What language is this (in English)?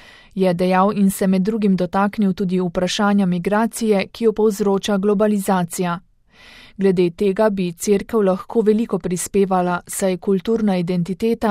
Slovenian